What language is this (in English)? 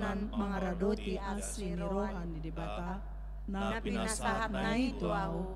Batak Toba